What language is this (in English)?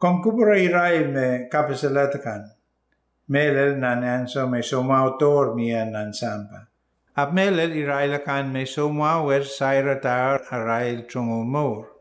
Pohnpeian